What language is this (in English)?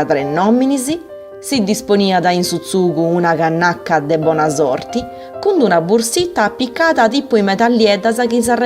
Sardinian